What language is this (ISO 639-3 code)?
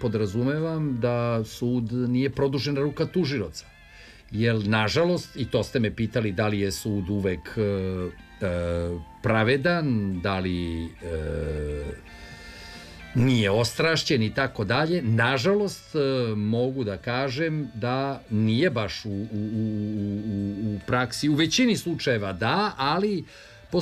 srp